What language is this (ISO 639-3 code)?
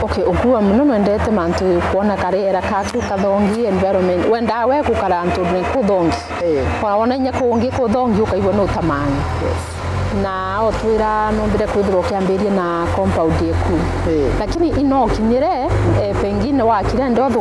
mer